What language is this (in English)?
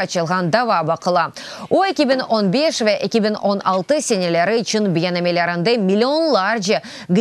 Crimean Tatar